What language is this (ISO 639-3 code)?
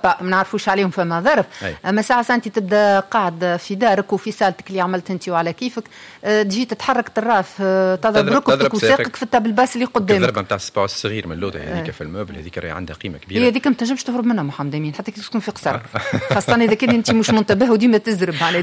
aeb